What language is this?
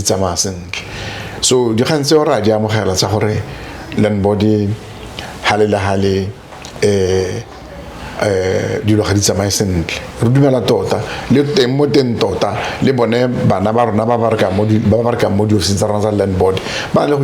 Tswana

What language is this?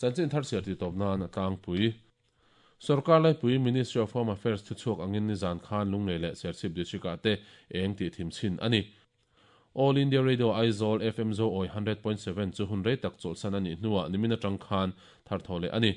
Mizo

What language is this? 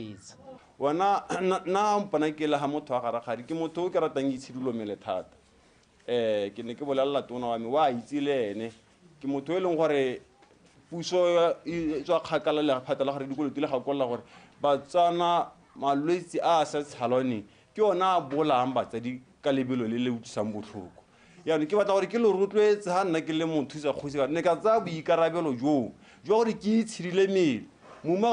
Tswana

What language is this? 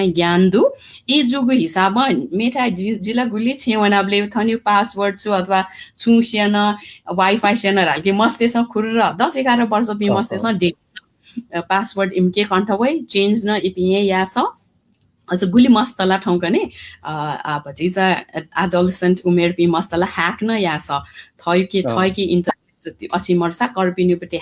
Newari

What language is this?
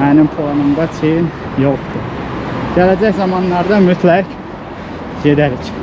Azerbaijani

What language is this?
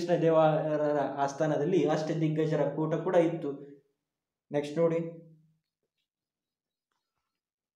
Kannada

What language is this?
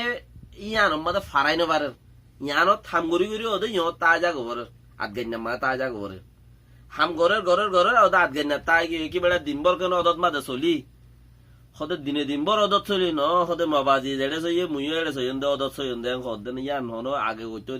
Rohingya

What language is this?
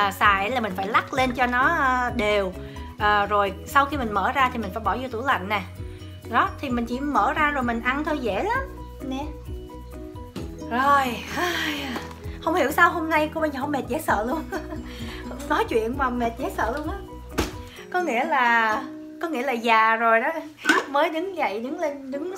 Vietnamese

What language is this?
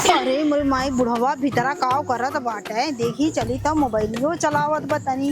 Awadhi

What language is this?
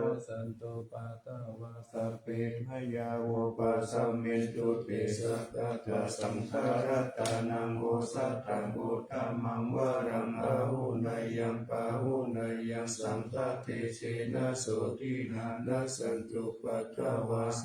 Pali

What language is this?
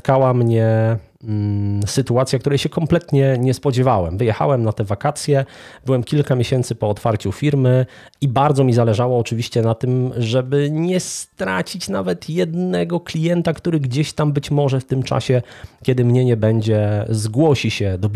Polish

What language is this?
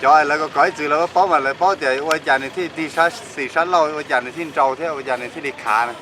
Hmong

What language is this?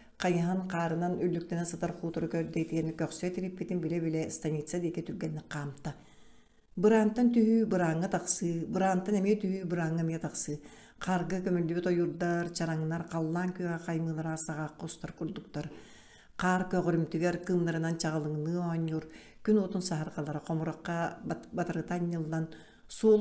Yakut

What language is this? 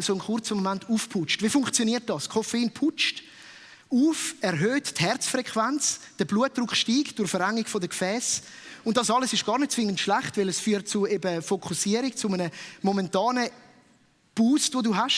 Swiss German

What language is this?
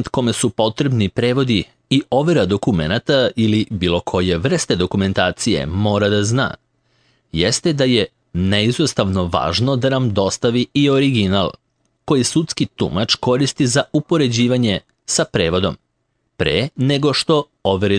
Serbian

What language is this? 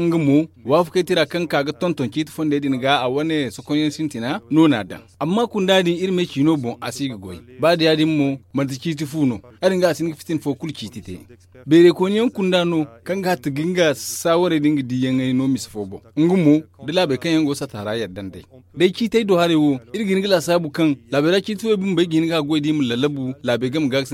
Zarma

